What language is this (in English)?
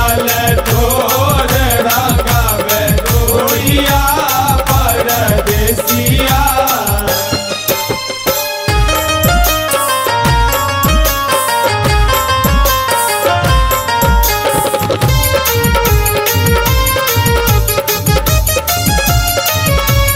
Maithili